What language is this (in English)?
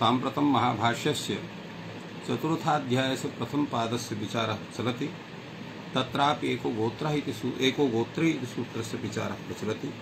Sanskrit